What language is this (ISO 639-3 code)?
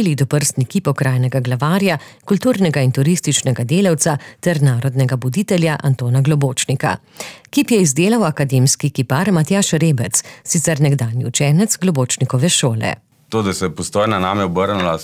slv